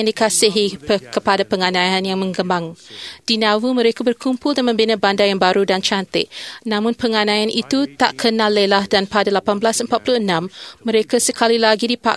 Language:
Malay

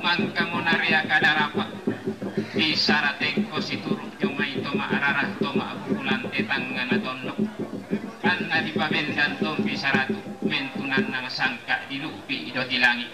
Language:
Toraja-Sa'dan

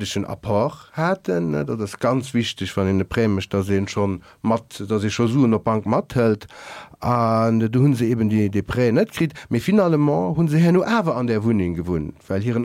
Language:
Luxembourgish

